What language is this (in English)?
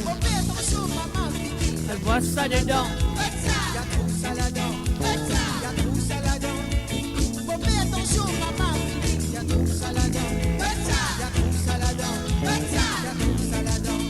Morisyen